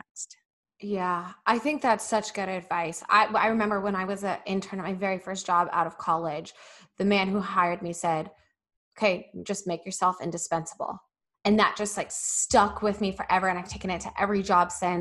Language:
English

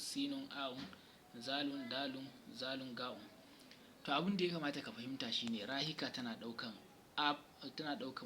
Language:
Hausa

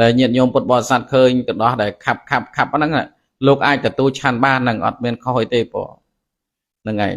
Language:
Khmer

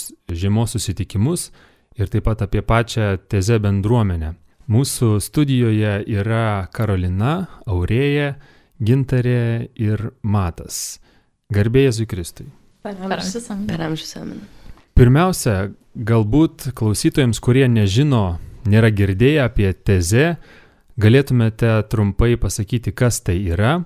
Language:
Lithuanian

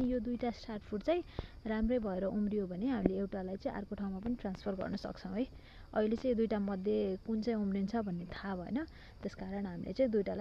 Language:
Nepali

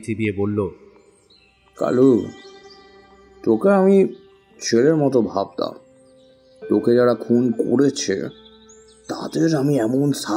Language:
Bangla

